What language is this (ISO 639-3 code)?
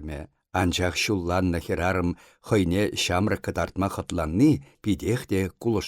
chv